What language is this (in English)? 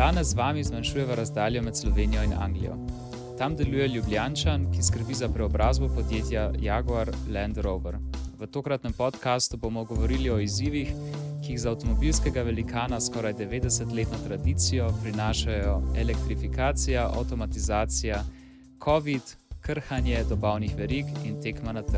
Slovenian